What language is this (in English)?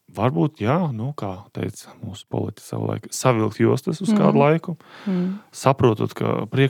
Latvian